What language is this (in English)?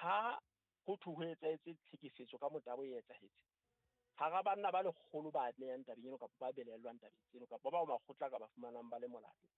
Southern Sotho